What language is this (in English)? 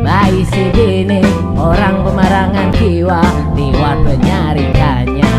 Banjar